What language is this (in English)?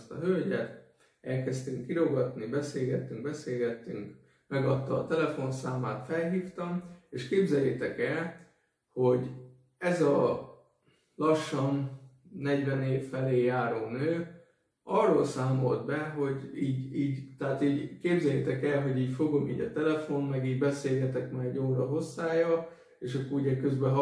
Hungarian